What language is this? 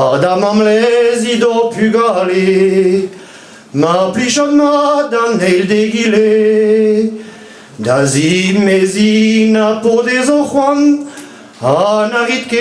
Breton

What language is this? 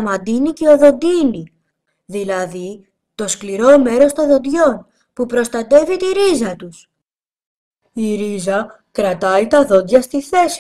Greek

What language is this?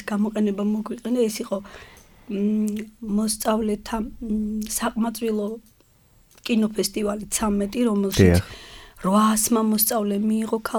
Georgian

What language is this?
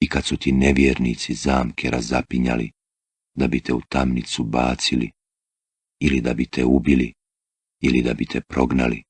Bosnian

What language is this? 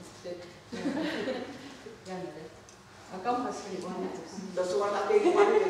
Mohawk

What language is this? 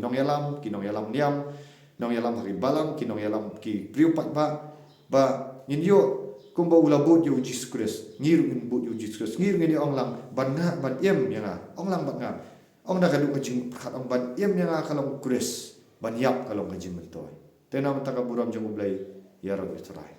Khasi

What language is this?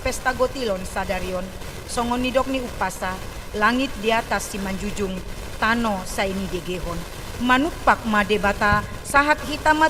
Batak Toba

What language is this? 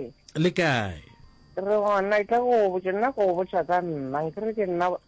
Northern Sotho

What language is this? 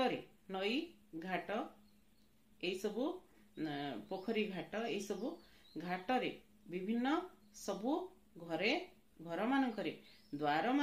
Odia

